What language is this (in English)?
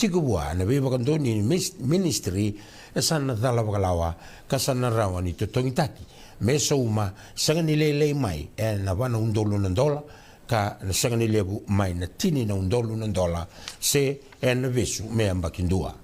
Fijian